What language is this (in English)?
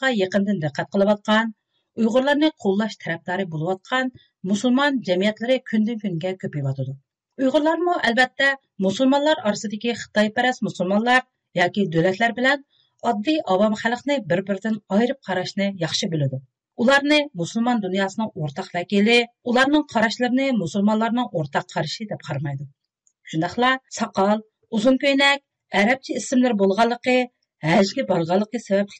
Uyghur